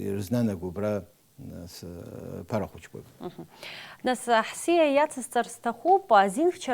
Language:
Abkhazian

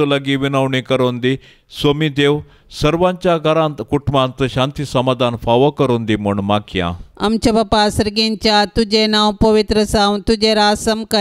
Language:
Konkani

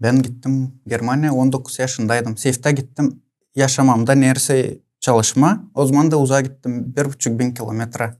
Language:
Gagauz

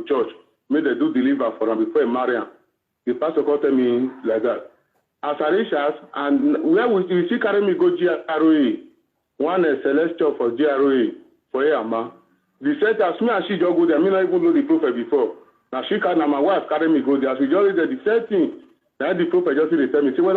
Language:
Nigerian Pidgin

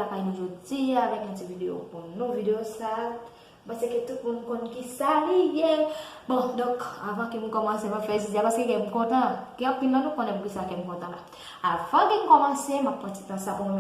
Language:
Haitian Creole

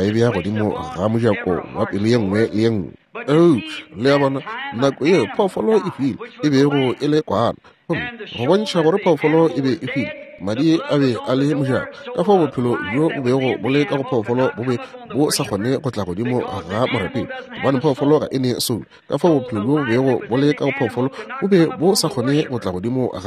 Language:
Northern Sotho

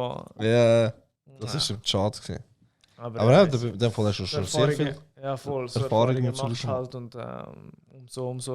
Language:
Swiss German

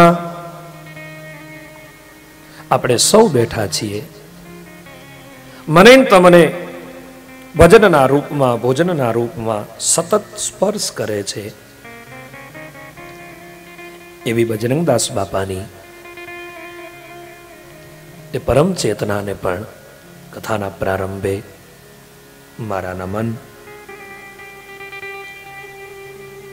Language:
Gujarati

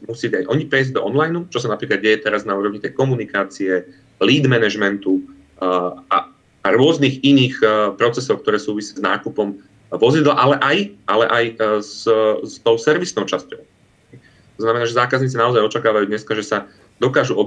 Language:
Slovak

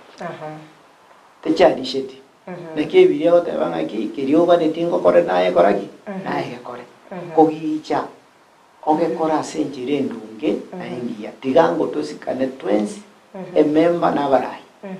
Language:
Gusii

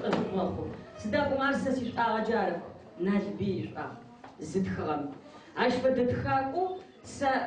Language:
Adyghe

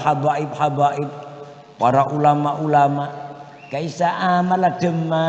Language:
Madurese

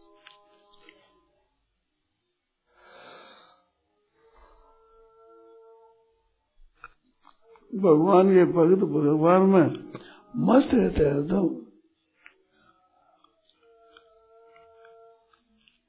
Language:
Hindi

